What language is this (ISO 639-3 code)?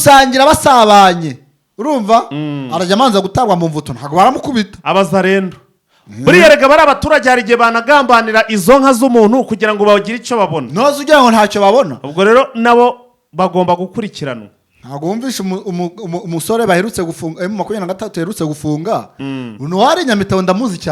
kin